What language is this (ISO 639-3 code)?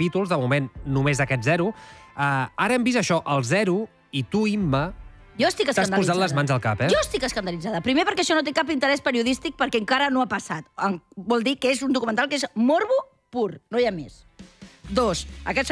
cat